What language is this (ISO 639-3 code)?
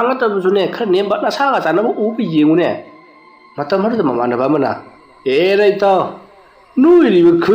mni